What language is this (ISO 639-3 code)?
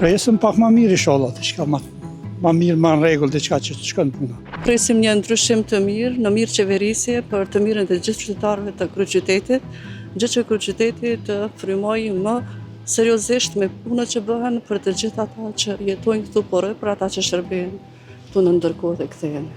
sqi